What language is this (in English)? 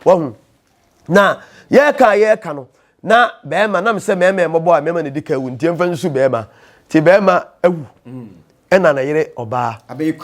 Akan